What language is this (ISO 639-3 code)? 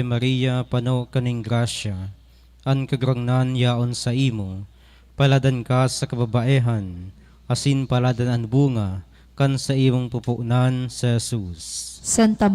bik